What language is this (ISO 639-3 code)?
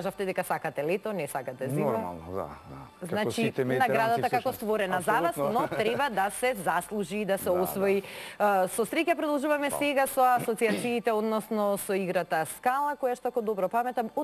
mkd